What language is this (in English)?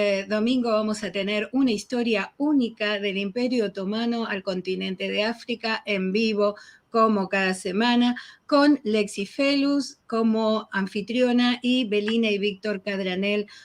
Ladino